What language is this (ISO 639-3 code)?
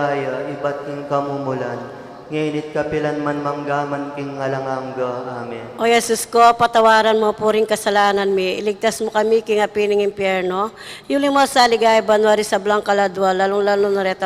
pam